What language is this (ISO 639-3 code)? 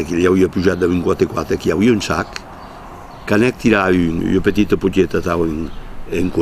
oci